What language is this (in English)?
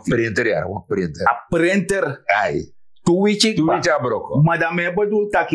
Sranan Tongo